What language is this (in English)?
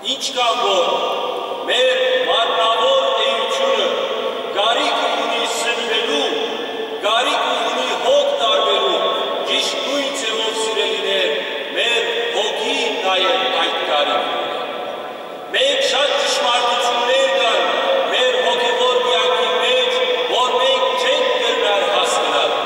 Western Armenian